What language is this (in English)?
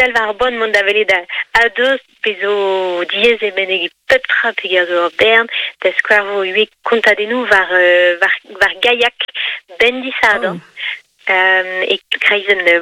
Breton